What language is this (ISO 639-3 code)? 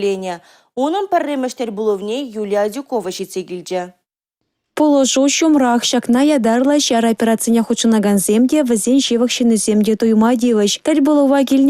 chv